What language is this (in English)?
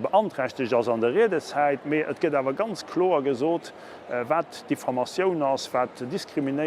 Luxembourgish